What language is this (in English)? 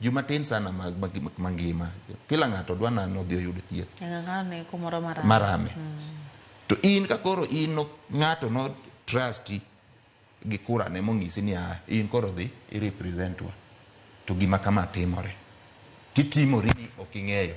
Luo (Kenya and Tanzania)